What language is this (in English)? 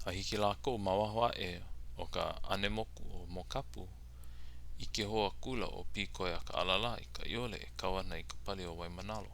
Hawaiian